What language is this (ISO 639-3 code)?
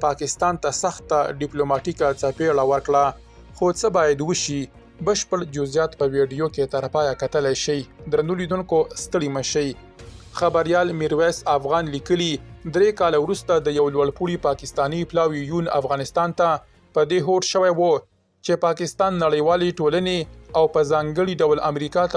pus